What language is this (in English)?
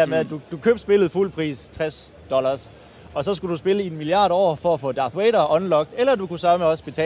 Danish